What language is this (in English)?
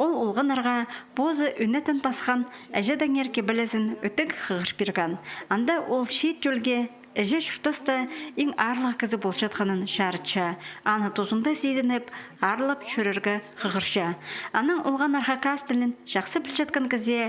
Khakas